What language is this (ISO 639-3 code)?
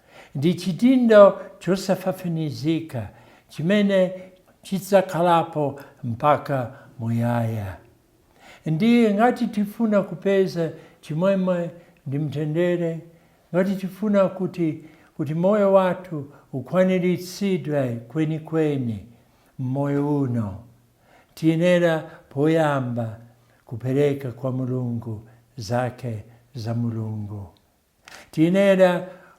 nya